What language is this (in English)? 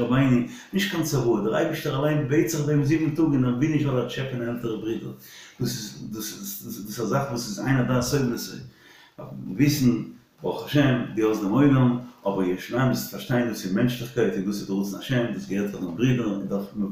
Yiddish